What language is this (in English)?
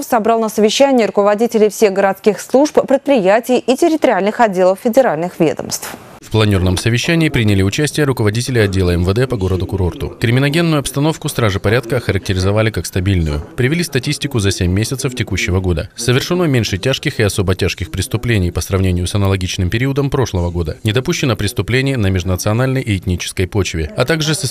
Russian